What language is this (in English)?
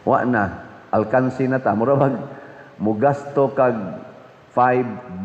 Cebuano